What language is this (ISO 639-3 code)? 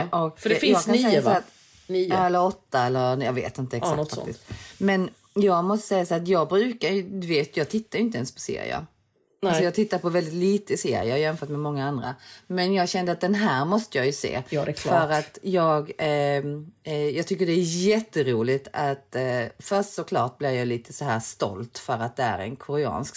swe